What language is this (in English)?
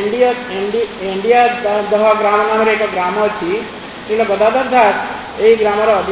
Odia